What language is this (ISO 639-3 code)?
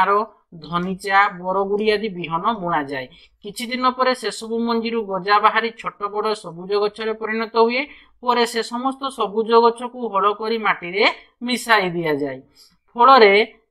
ori